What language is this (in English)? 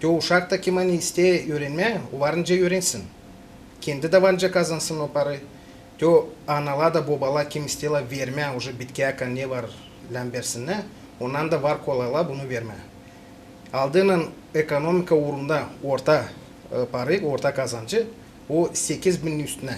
Gagauz